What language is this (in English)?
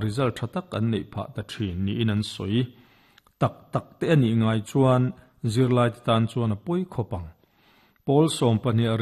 Mizo